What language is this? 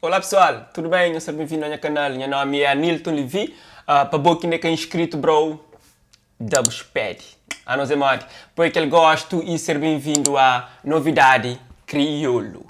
Kabuverdianu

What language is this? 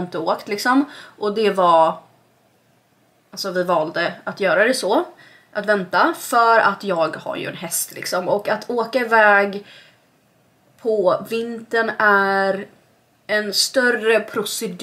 Swedish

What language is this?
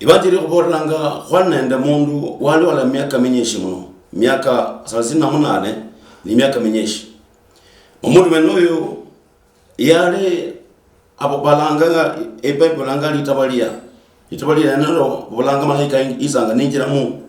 Luyia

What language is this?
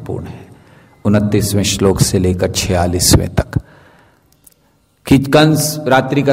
Hindi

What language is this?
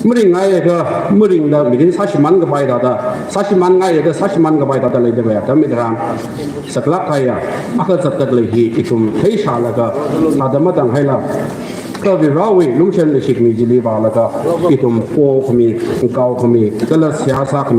Tangkhul Naga (India)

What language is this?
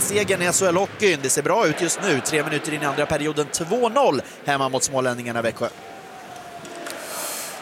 Swedish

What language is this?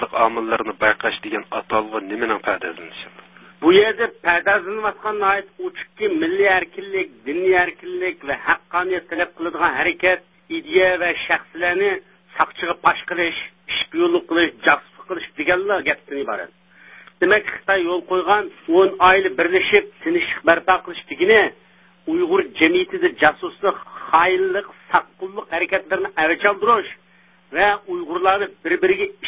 Uyghur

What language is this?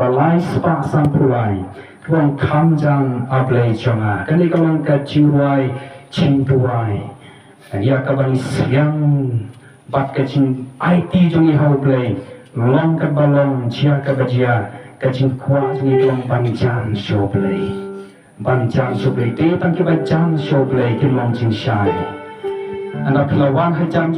Khasi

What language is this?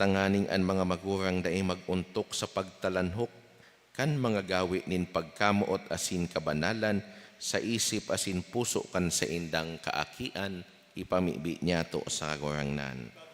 Bikol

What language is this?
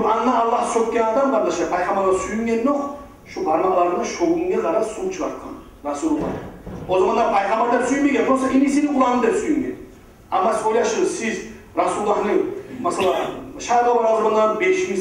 Kumyk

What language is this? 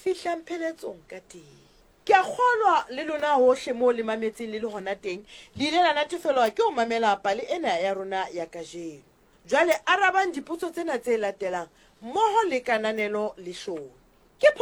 Southern Sotho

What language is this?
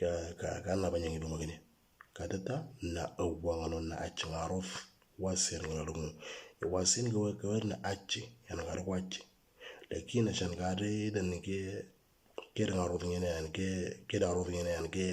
Moro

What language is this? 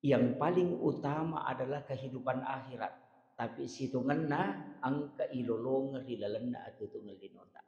Buginese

